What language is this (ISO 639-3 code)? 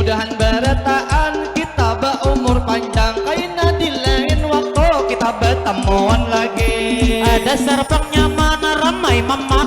bjn